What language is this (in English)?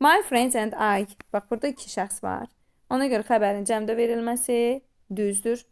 Azerbaijani